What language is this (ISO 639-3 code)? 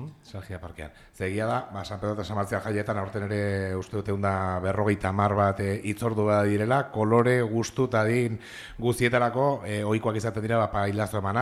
eus